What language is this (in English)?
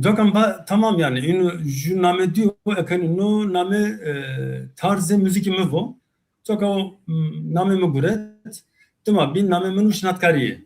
Zaza